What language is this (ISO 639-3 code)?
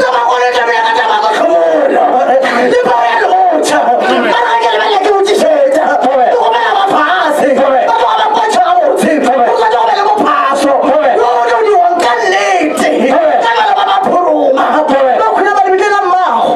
nso